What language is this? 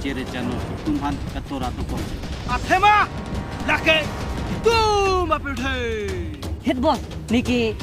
Karbi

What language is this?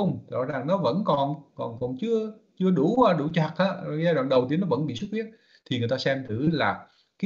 Vietnamese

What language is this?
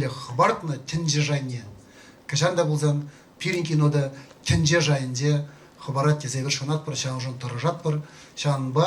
Chuvash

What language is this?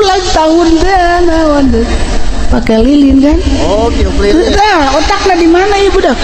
Sundanese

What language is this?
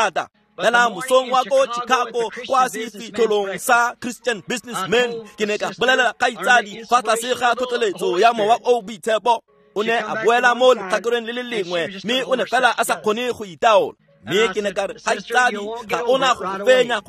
Tswana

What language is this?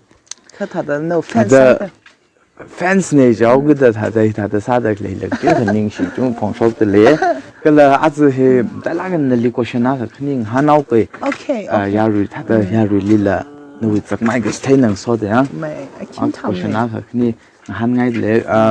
Tangkhul Naga (India)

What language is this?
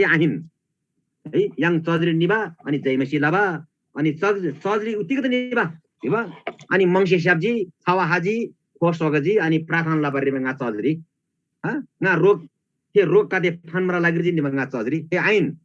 Eastern Tamang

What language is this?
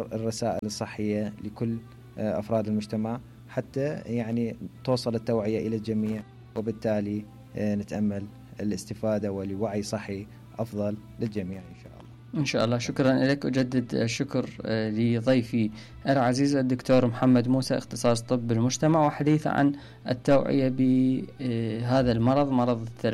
Mesopotamian Arabic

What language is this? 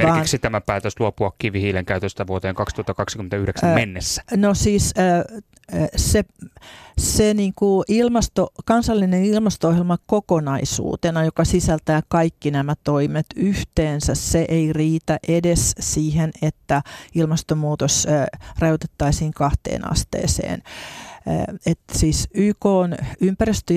Finnish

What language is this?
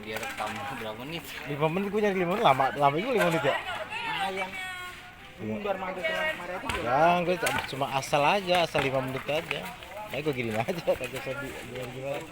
Betawi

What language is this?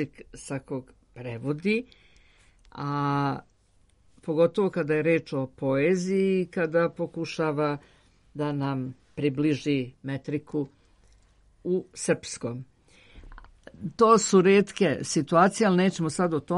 Serbian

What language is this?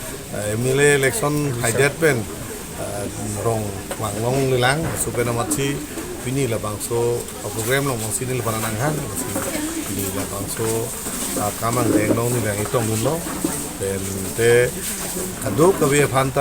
Karbi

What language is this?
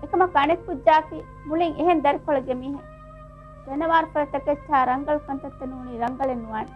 Divehi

